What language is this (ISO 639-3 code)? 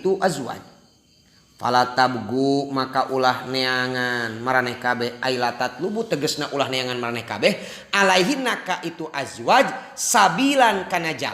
sun